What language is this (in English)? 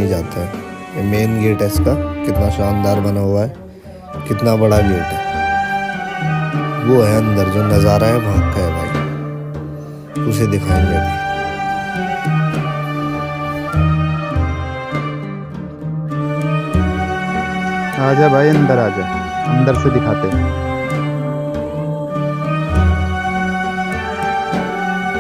Hindi